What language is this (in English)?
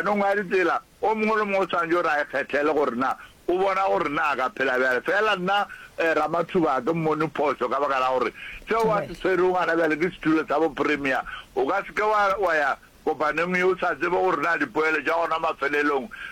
Northern Sotho